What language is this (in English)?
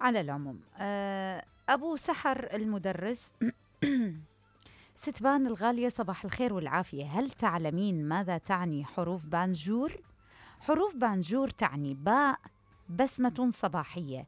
Mesopotamian Arabic